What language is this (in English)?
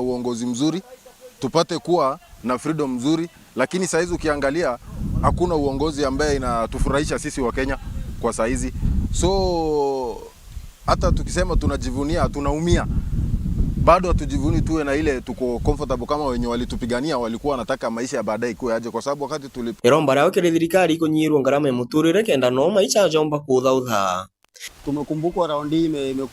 Meru